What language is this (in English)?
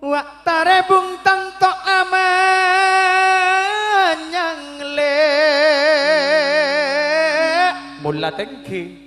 Madurese